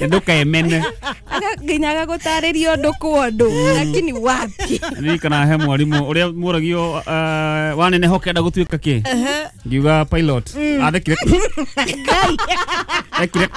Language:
Kikuyu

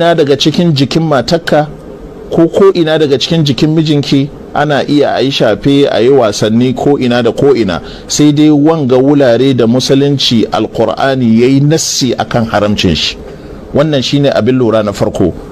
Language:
Hausa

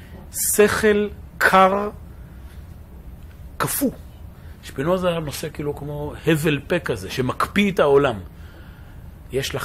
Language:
Hebrew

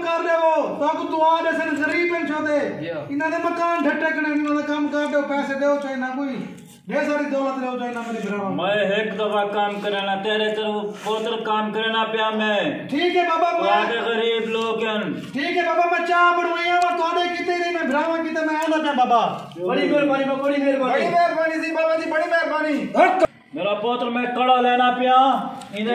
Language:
Saraiki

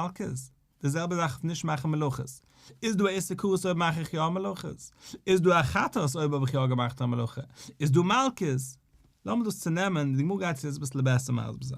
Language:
Yiddish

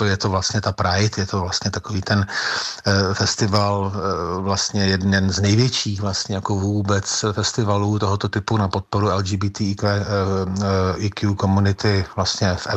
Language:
Czech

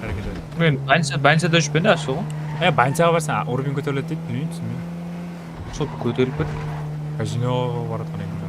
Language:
Kara-Kalpak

